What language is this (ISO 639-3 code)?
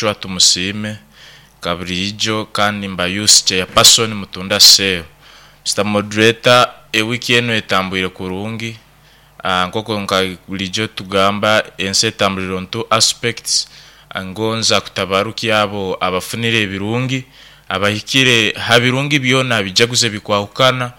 nyo